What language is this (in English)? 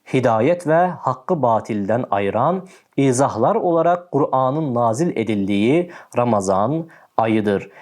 Azerbaijani